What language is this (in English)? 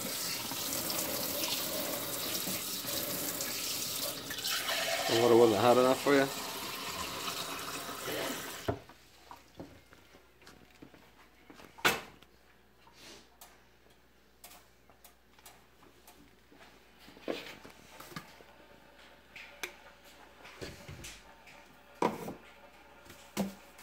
English